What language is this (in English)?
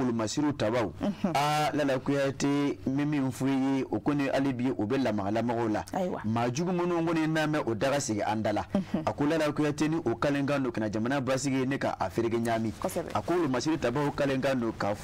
Bambara